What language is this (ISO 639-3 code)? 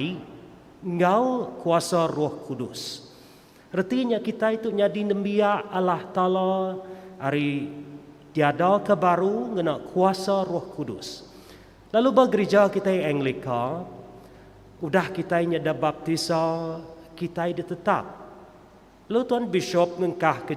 iba